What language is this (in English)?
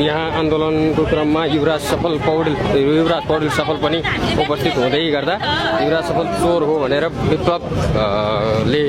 Nepali